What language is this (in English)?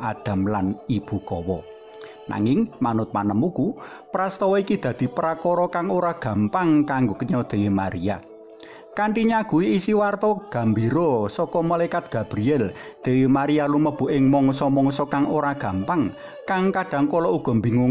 Javanese